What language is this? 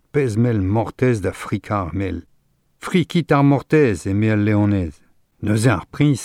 Breton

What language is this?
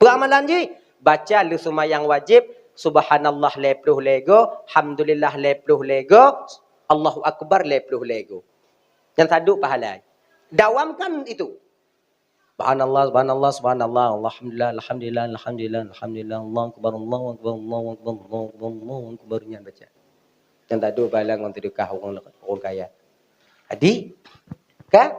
Achinese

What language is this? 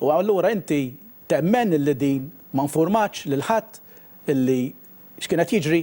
Maltese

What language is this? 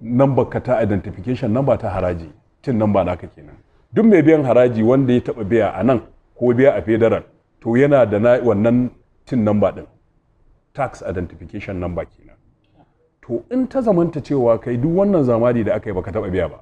Hausa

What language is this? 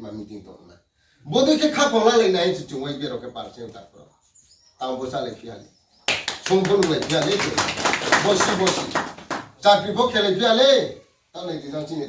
Riang (India)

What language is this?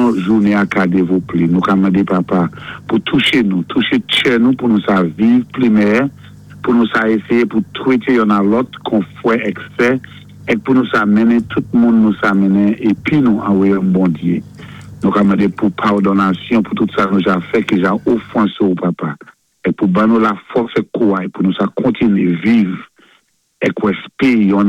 Saint Lucian Creole French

